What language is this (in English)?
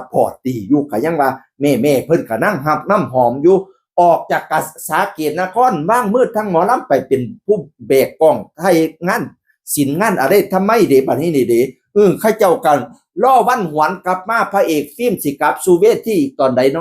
Northeastern Thai